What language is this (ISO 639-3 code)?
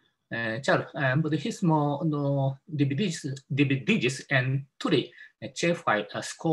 epo